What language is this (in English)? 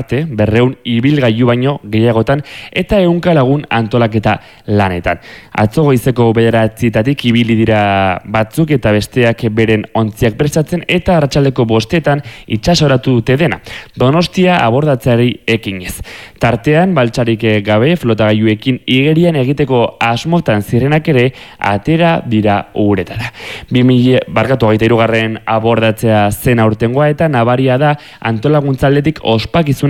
Basque